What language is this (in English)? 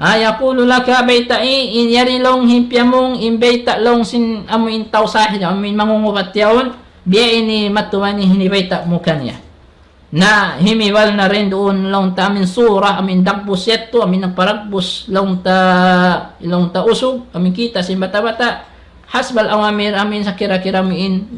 Tausug